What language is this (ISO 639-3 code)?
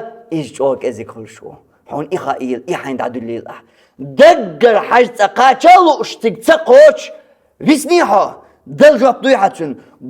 che